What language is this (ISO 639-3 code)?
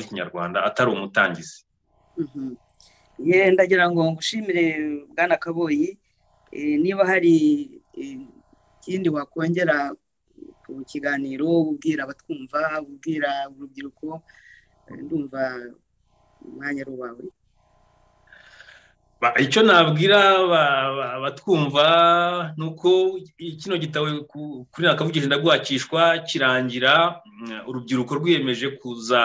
kin